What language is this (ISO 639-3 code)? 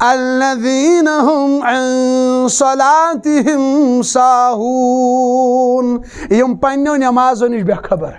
kas